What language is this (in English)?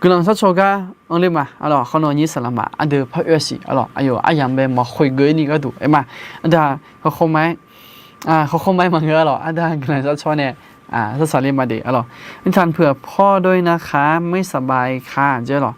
Akha